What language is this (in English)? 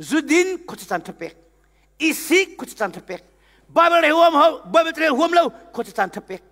Hakha Chin